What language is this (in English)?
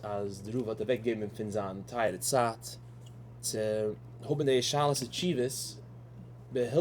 Yiddish